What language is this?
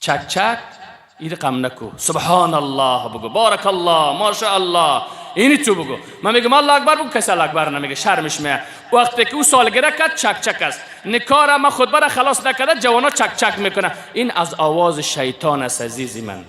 Persian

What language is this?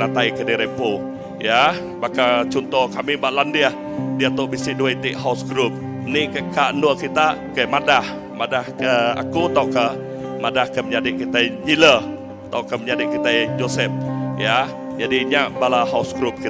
Iban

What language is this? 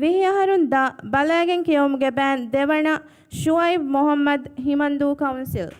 Divehi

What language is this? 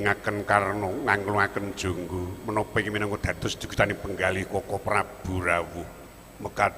Javanese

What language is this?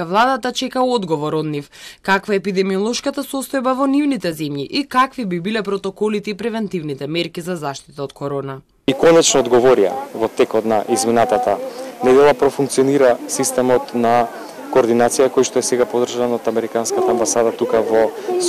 Macedonian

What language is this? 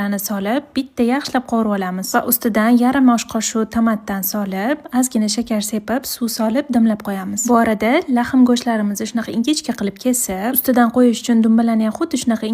Uzbek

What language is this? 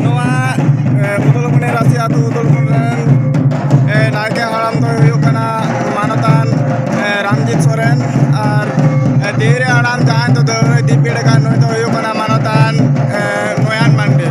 Santali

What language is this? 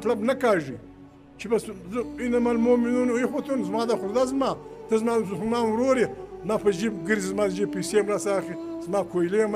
Pashto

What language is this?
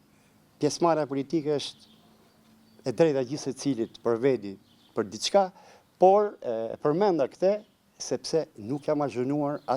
Albanian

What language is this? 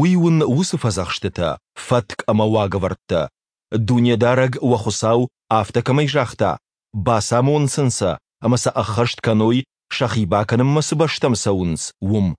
Ossetic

